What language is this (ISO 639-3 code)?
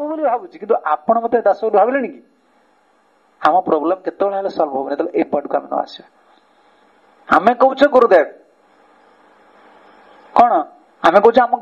ori